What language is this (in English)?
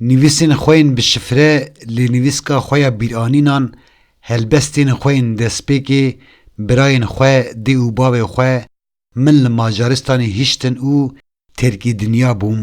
Kurdish